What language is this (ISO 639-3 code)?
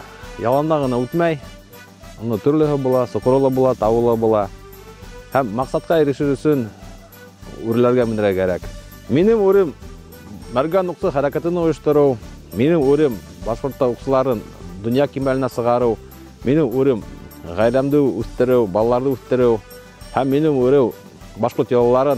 bak